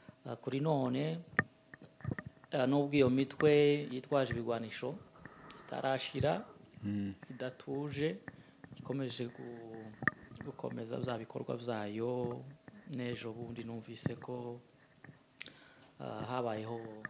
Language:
Kinyarwanda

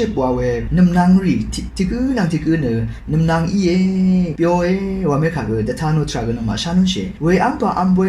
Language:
Rawang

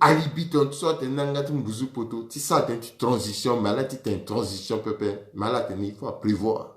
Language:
Sango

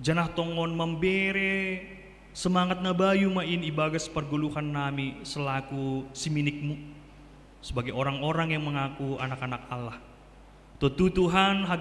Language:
Batak Simalungun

